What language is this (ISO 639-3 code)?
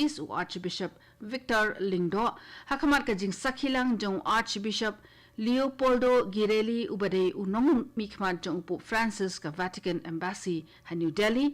kha